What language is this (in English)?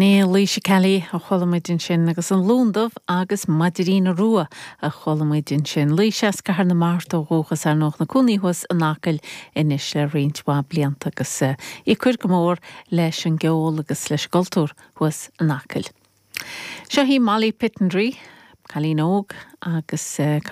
Irish